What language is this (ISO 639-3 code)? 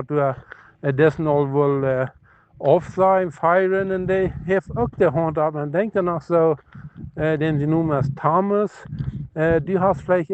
pdt